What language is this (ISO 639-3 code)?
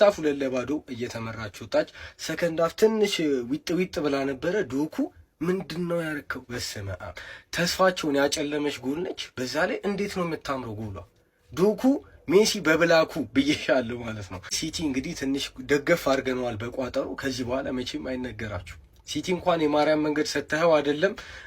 amh